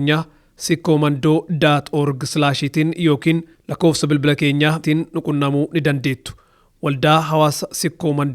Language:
Oromo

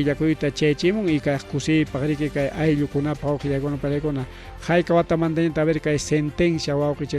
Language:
Ayacucho Quechua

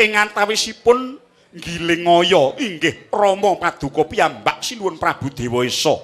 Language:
Javanese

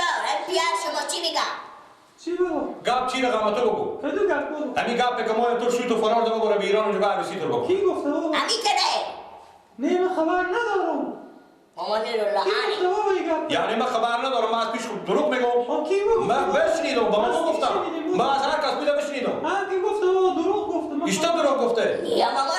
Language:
Persian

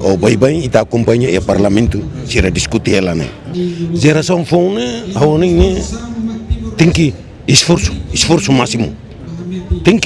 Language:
Tetum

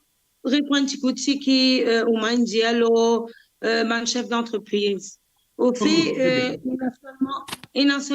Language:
Morisyen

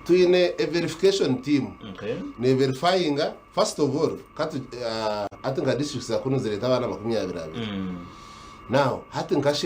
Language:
Nyankole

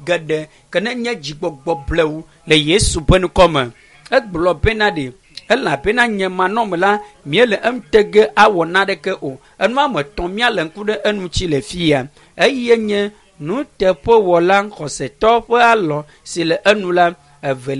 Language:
Ewe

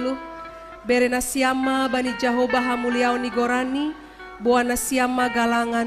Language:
Batak Simalungun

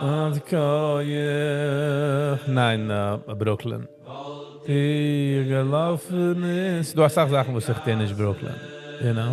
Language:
Yiddish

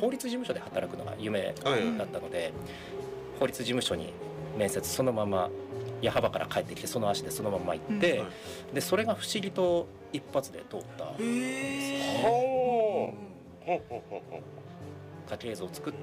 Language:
Japanese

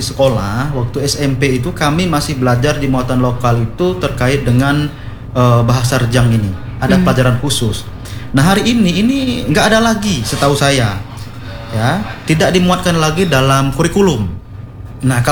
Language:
Indonesian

